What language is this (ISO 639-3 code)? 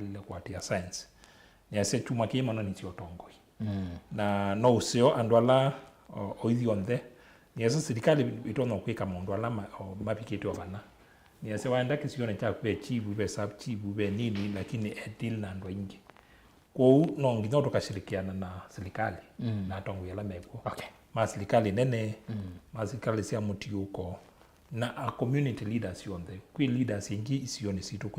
kam